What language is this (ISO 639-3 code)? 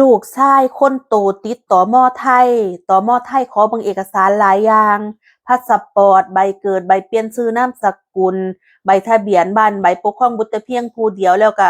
tts